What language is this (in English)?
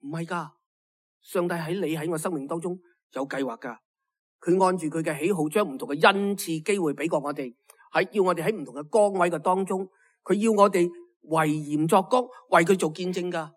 Cantonese